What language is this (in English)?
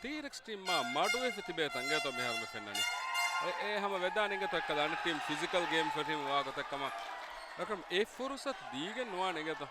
Divehi